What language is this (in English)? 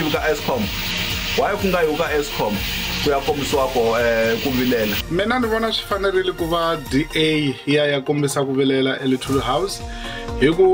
Tsonga